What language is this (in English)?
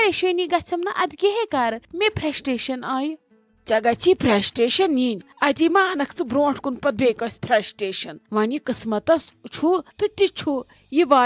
Kashmiri